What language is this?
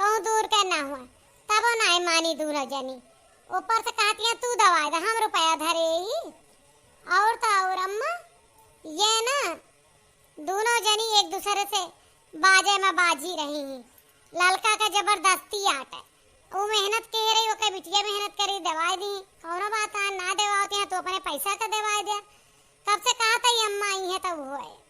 Awadhi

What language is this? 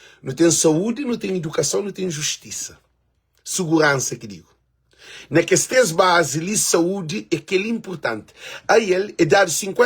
Kabuverdianu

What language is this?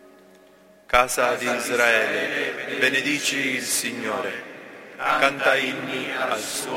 Italian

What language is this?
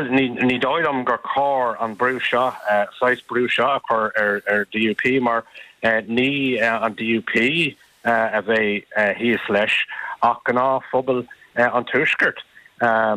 Irish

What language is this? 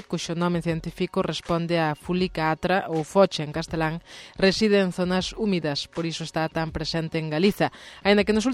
Galician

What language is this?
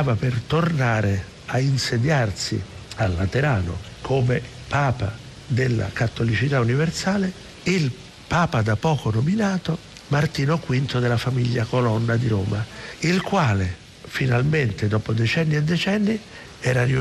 Italian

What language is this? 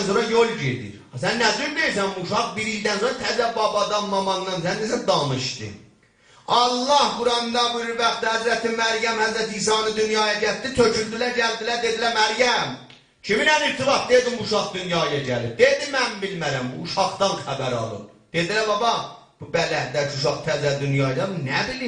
South Azerbaijani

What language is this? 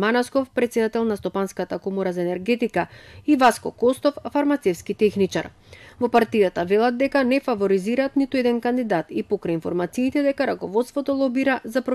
Macedonian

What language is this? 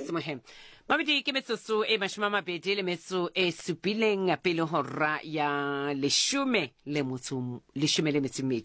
Southern Sotho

